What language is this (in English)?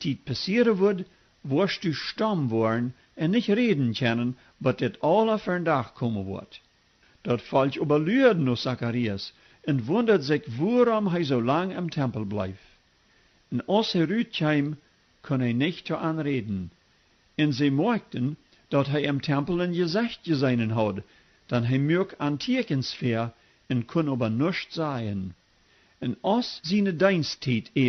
Plautdietsch